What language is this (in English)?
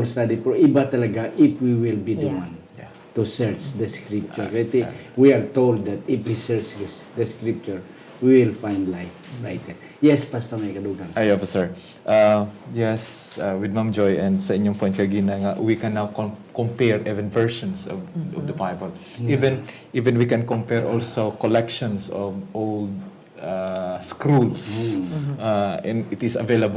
Hiligaynon